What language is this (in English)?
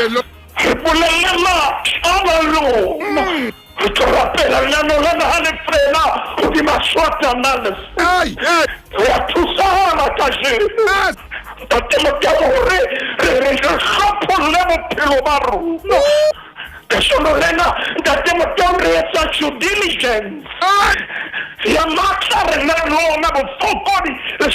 Southern Sotho